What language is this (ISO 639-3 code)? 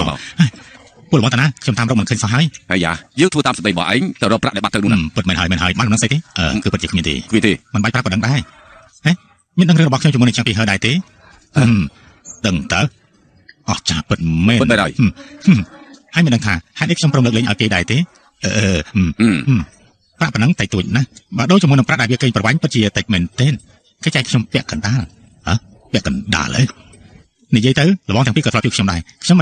khm